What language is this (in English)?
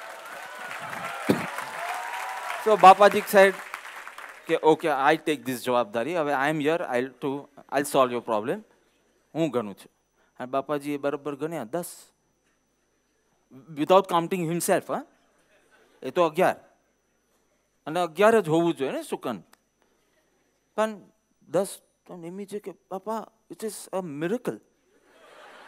Gujarati